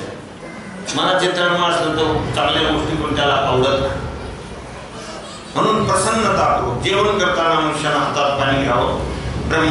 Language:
Marathi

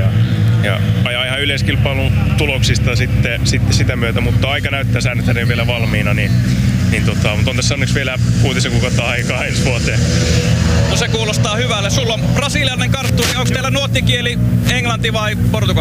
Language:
Finnish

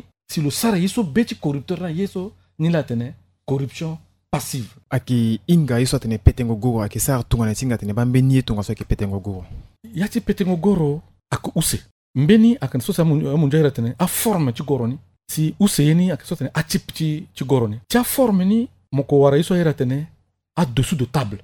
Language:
Sango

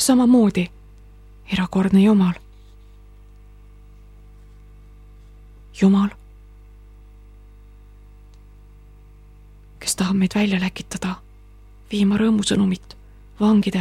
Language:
Estonian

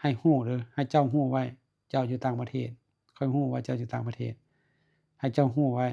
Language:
Lao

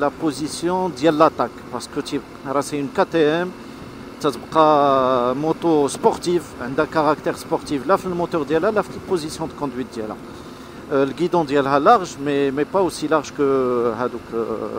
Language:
Moroccan Arabic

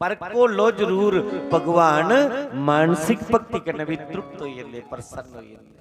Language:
Dogri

